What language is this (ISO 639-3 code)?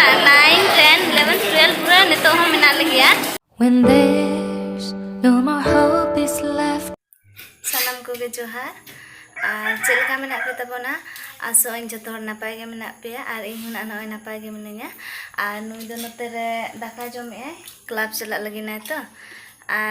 sat